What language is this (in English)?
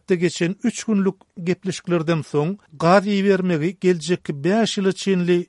Turkmen